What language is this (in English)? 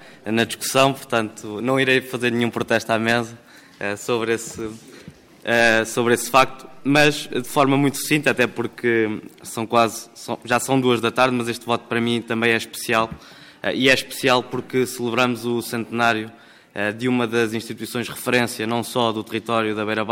Portuguese